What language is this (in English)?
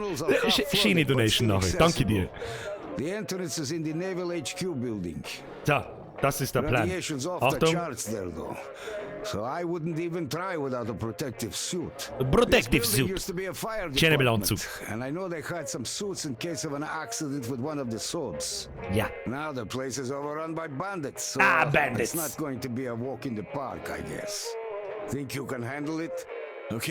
Bavarian